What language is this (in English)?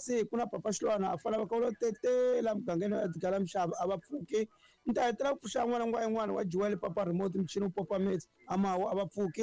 Tsonga